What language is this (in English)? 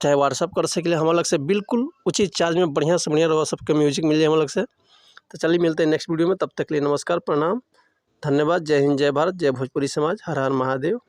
Bhojpuri